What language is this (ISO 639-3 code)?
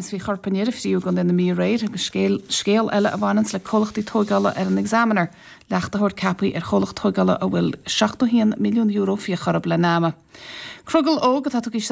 gle